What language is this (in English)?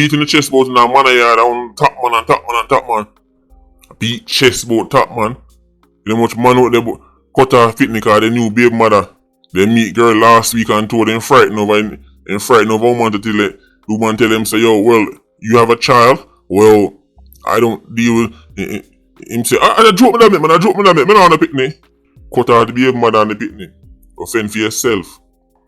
Jamaican Creole English